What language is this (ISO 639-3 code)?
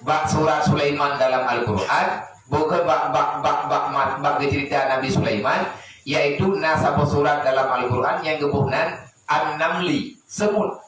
ace